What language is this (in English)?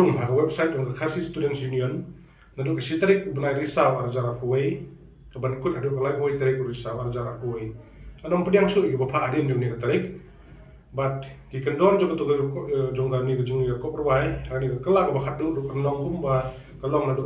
Khasi